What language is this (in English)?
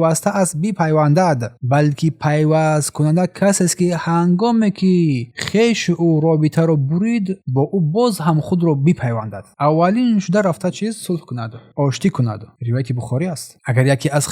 Tajik